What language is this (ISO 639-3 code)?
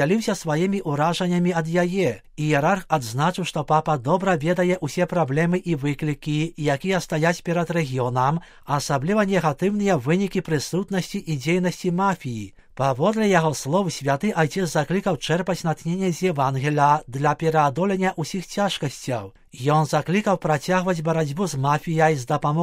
bel